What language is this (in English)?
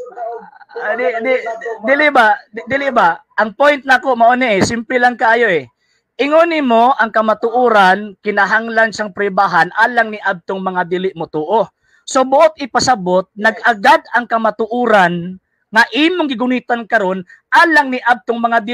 Cebuano